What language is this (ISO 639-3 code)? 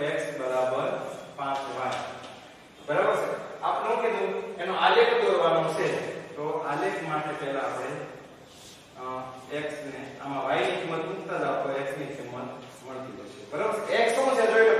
guj